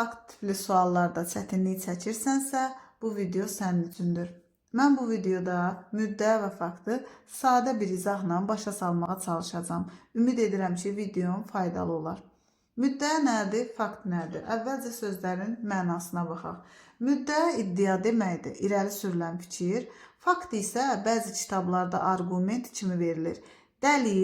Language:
Azerbaijani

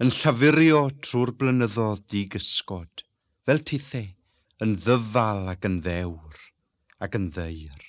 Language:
Welsh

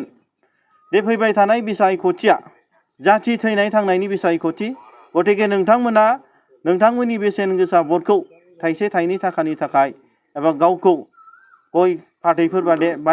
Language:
Bodo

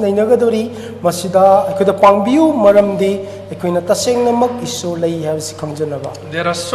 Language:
Manipuri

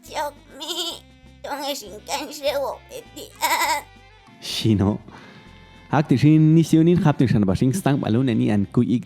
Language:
Popti'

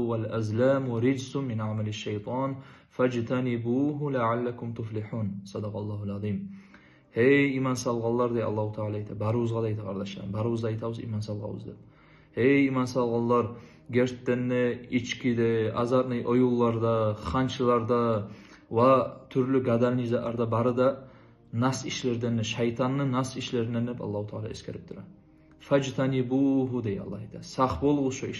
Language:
Kumyk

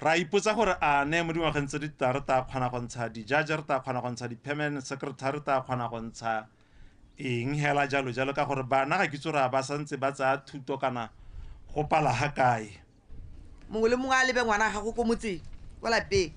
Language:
Tswana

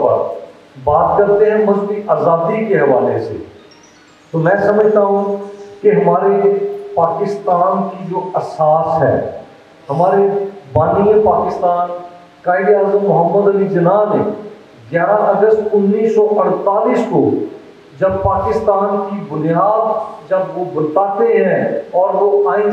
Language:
Urdu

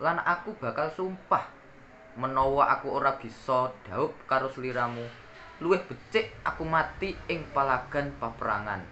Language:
Javanese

